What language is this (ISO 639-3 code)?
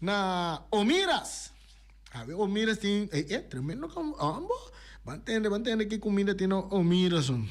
pap